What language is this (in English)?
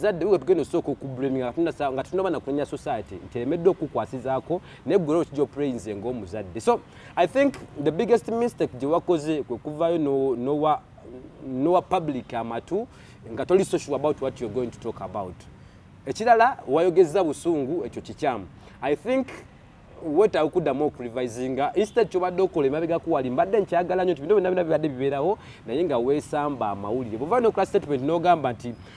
Ganda